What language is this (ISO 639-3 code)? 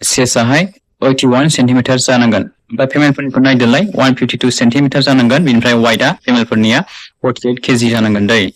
brx